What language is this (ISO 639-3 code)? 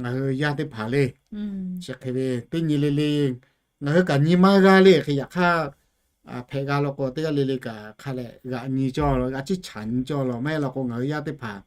lhu